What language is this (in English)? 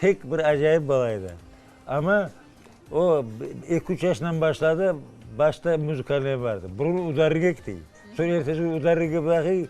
Crimean Tatar